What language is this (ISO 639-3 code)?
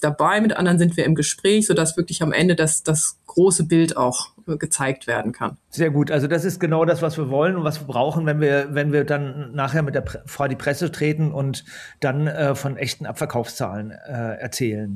deu